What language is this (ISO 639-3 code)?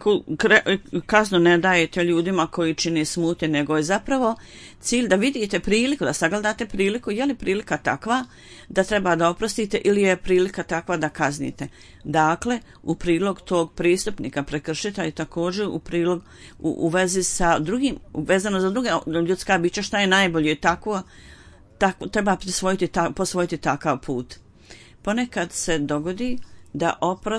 bos